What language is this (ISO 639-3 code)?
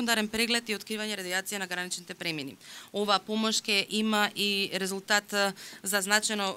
mkd